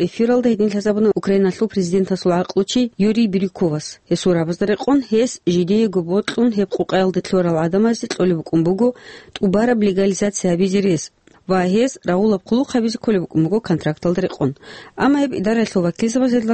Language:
Avaric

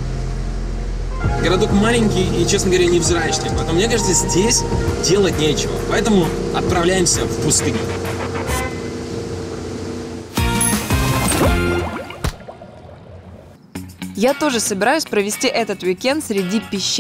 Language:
Russian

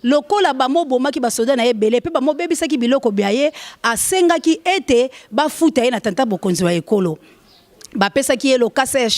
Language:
Lingala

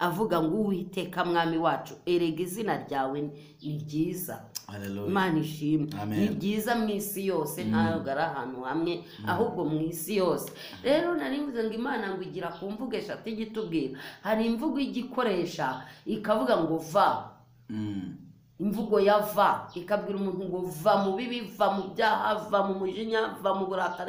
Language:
Kinyarwanda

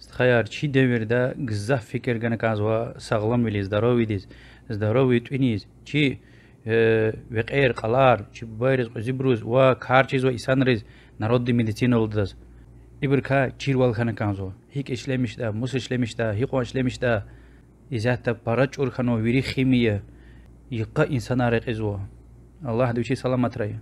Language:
Lezghian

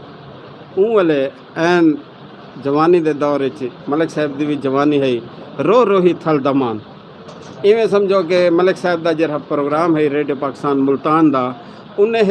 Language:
Saraiki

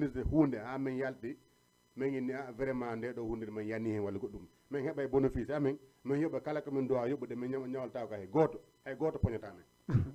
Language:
Fula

